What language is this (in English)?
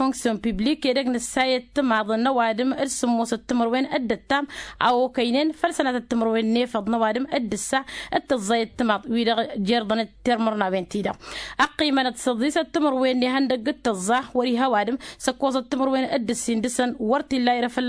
Tamasheq